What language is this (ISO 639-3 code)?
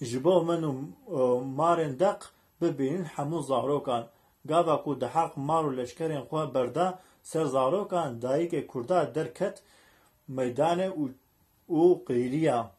kur